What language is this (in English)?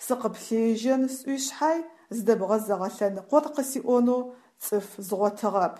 Adyghe